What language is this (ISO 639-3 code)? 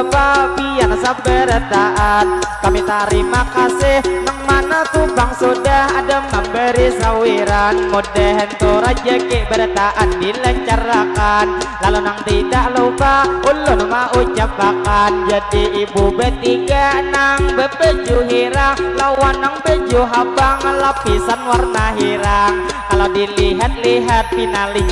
bjn